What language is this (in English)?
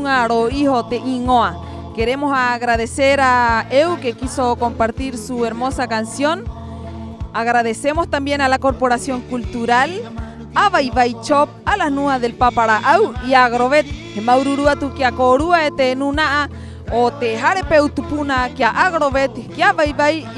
Rapanui